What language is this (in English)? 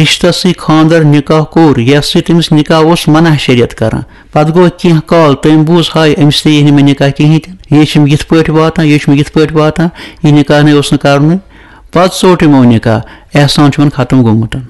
Kashmiri